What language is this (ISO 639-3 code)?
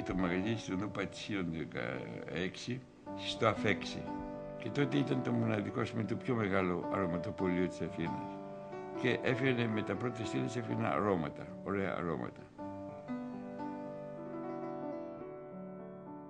ell